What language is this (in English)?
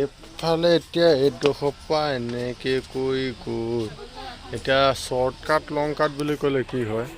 Assamese